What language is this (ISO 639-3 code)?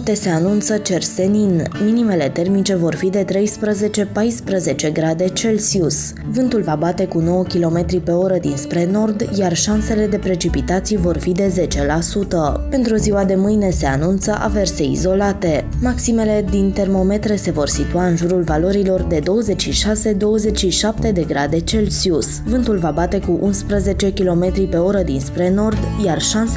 ron